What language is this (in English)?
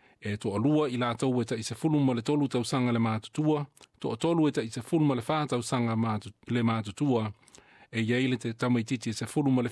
Samoan